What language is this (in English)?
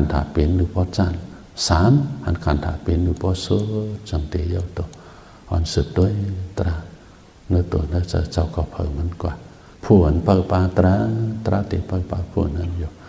Shan